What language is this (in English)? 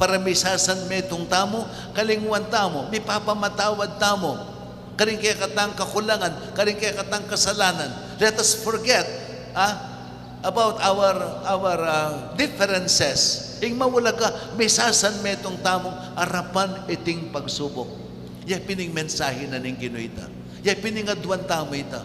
Pampanga